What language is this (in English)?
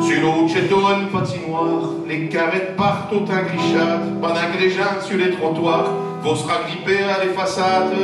Picard